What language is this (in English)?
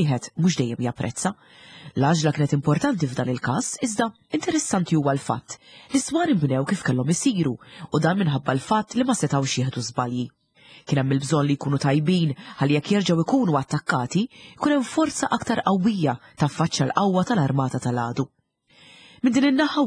Maltese